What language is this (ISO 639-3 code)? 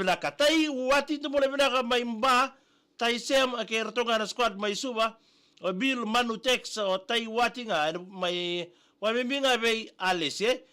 fij